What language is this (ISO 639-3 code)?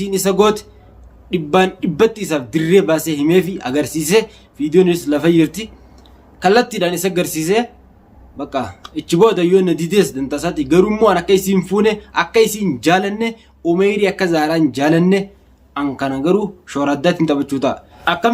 orm